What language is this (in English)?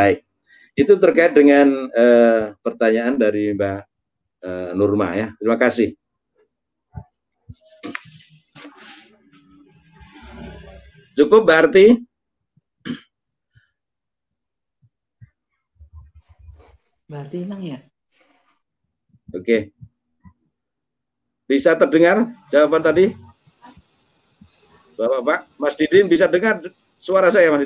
Indonesian